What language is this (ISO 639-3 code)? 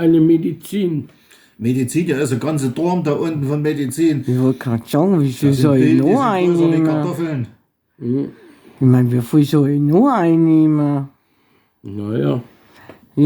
bar